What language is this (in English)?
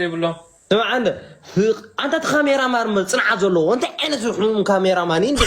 Tigrinya